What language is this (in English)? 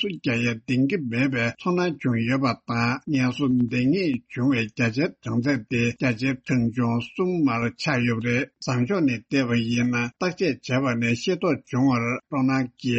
Tibetan